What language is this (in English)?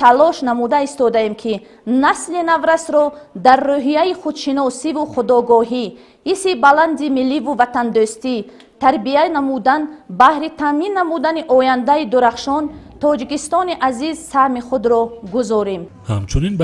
Tajik